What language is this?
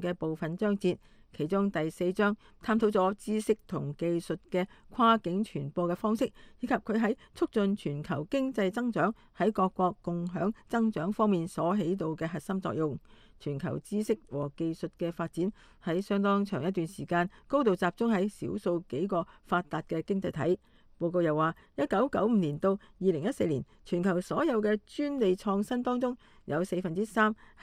Cantonese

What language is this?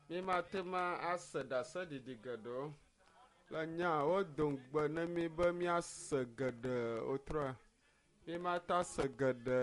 Ewe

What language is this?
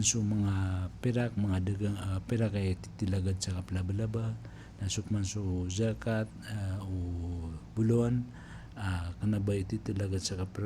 Maranao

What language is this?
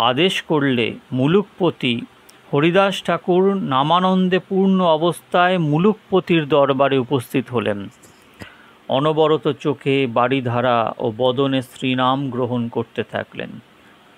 Bangla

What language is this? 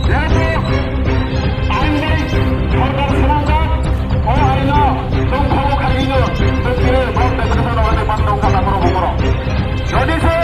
Kok Borok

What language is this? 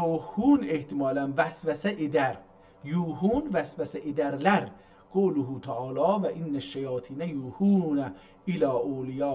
South Azerbaijani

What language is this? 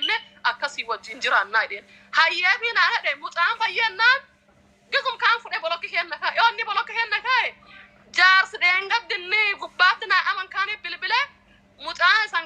Oromo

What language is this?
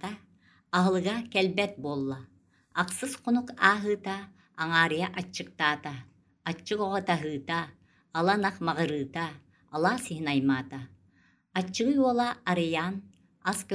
Yakut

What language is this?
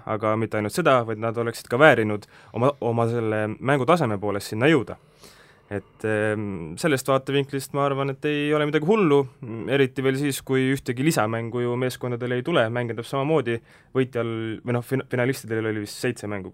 Estonian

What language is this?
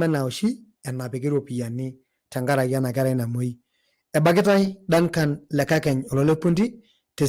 Masai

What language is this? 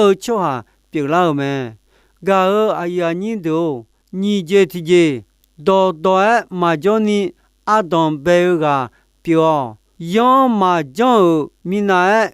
Akha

